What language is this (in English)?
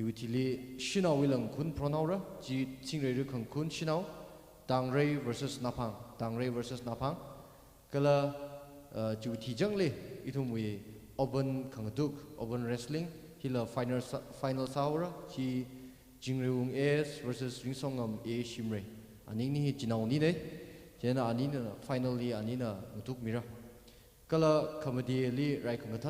Tangkhul Naga (India)